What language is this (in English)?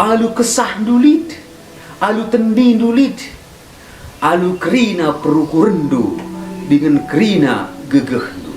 Batak Karo